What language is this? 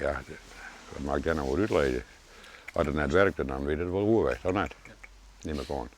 Western Frisian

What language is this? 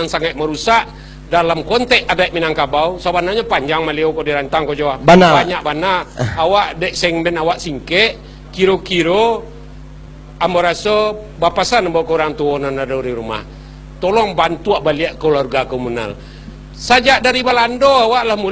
Minangkabau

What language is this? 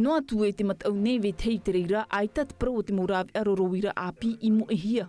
Tahitian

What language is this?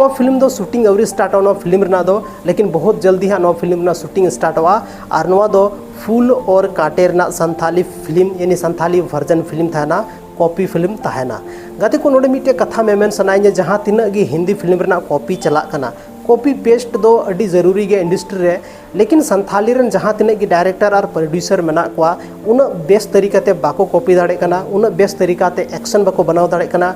Santali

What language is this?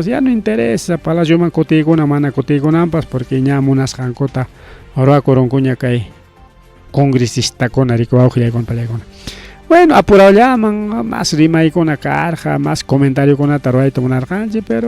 Ayacucho Quechua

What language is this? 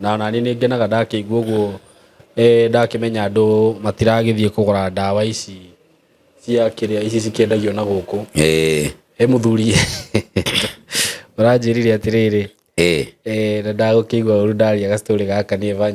Kikuyu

